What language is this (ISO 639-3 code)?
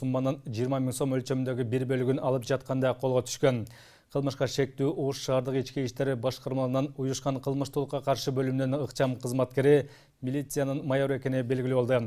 kir